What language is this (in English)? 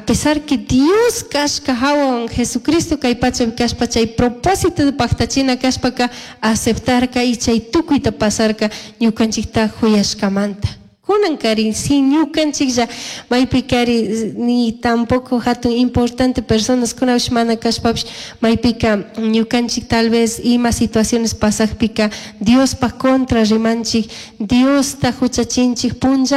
Chimborazo Highland Quichua